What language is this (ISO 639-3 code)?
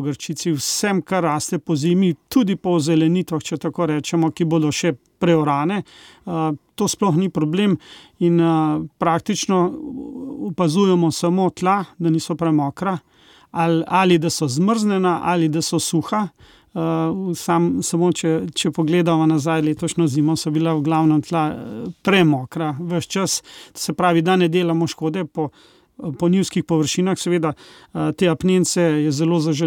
slv